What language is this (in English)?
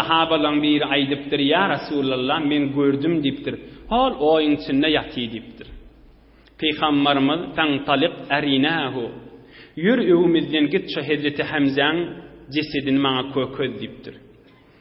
Turkmen